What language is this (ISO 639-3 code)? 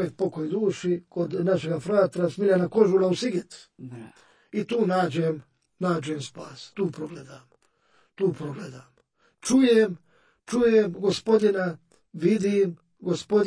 hrv